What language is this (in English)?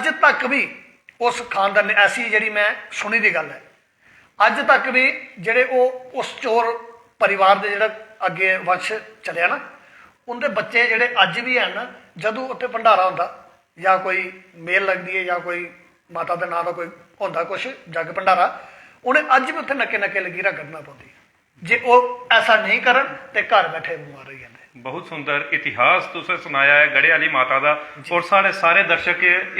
Dogri